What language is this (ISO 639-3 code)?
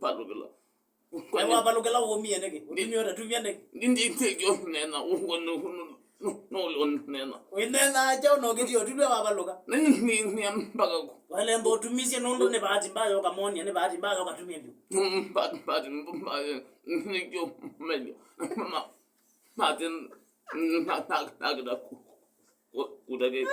kam